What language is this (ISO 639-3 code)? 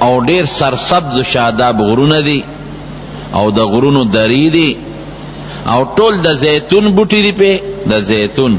pus